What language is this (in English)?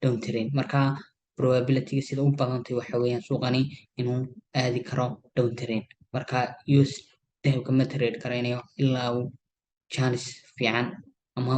Somali